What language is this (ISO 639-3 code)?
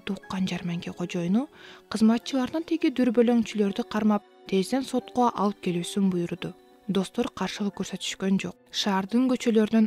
kir